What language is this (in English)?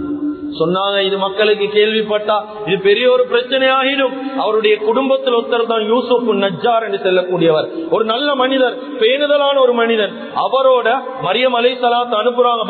Tamil